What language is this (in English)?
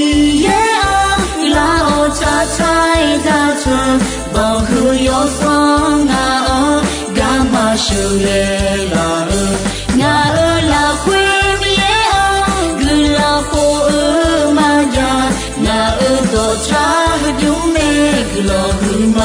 Akha